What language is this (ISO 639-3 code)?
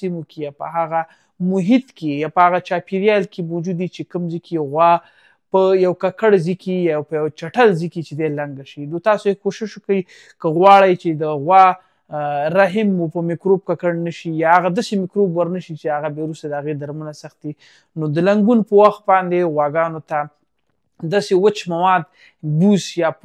pus